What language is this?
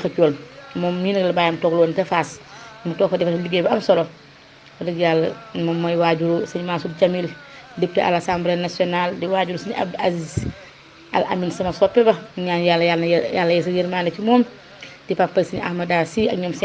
Wolof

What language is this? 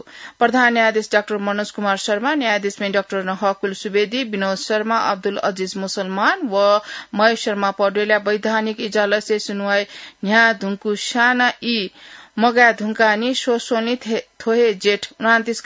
Newari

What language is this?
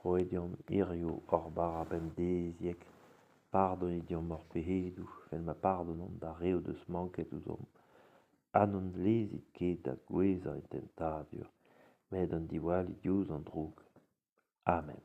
Breton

